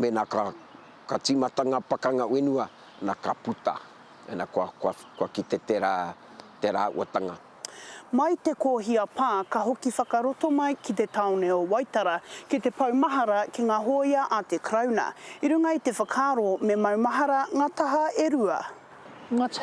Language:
Māori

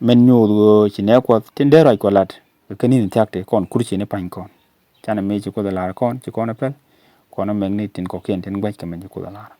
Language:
Nuer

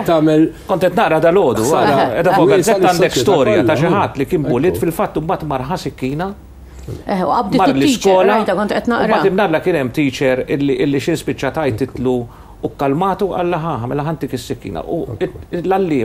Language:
Maltese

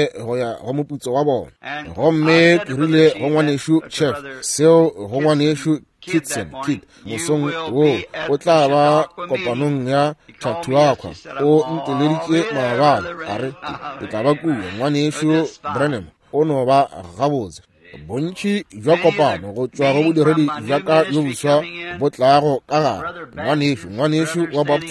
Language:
Northern Sotho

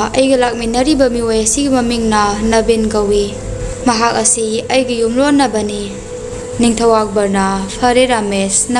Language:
Manipuri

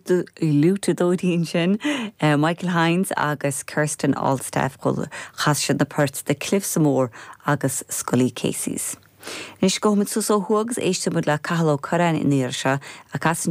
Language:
Irish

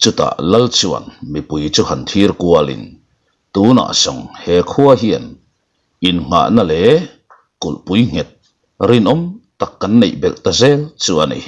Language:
Mizo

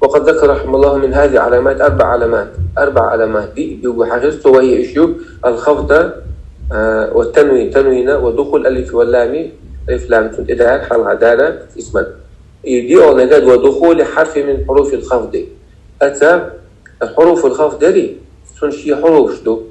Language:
Chechen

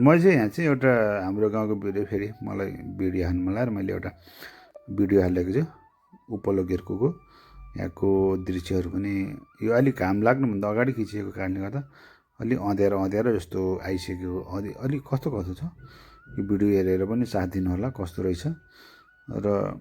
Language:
Nepali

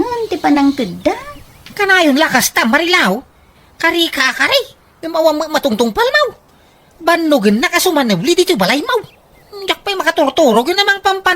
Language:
Iloko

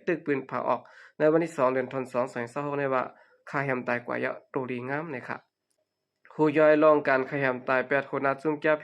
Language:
Shan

